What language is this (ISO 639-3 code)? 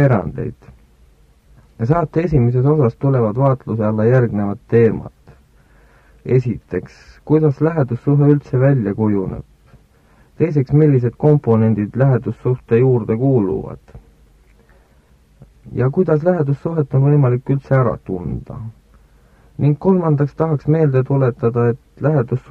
est